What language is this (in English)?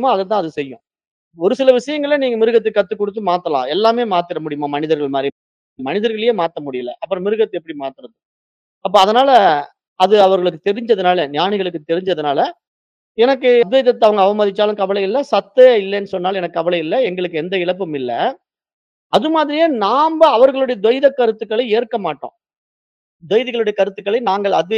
Tamil